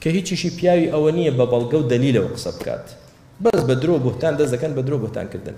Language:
Central Kurdish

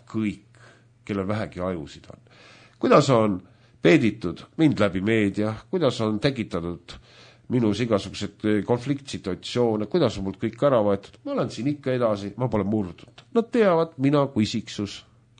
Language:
Estonian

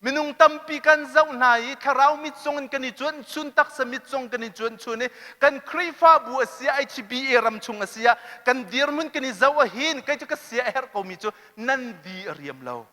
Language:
Hakha Chin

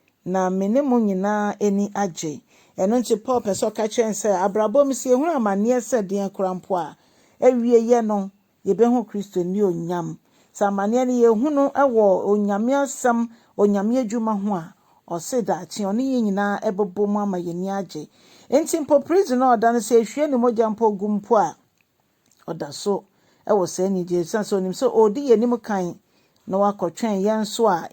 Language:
Akan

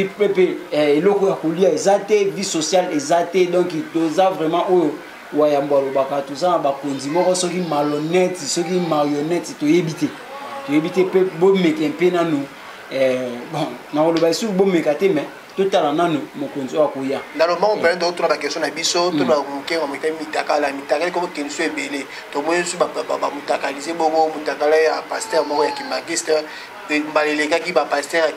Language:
Lingala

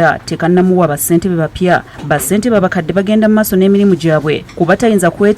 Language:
Ganda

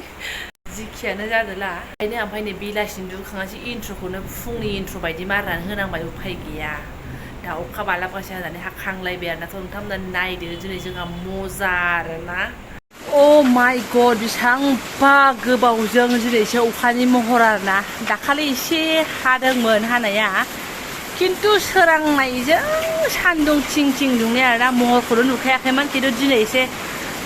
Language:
Bodo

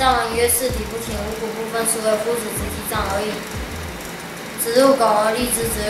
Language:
Literary Chinese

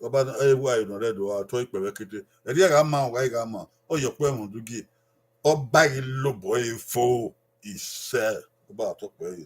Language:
Bini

